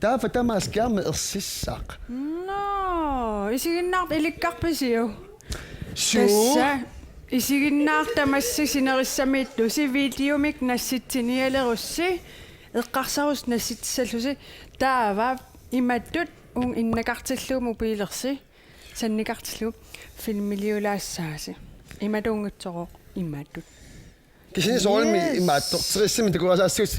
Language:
Kalaallisut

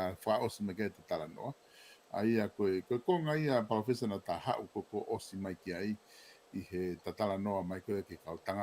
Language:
Tongan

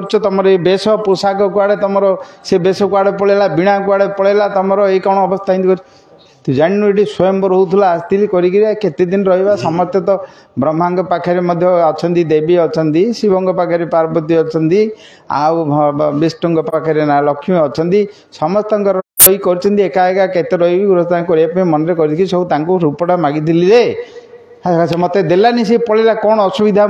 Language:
Odia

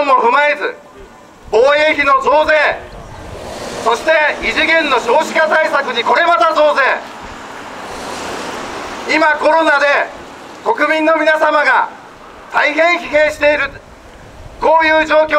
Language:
Japanese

